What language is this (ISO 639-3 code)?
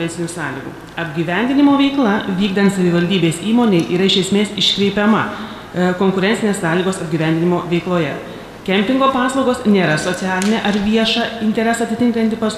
lit